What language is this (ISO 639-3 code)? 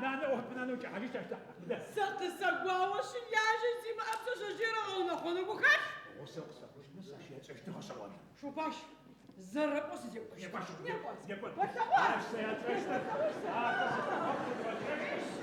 ady